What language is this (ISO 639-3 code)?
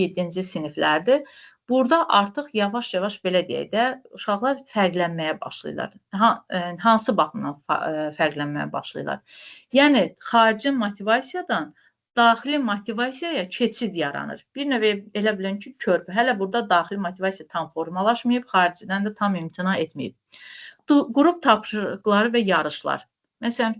aze